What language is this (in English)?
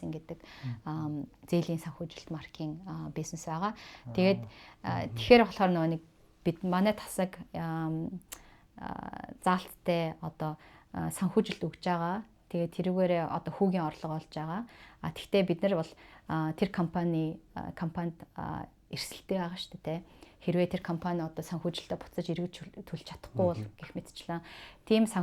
Mongolian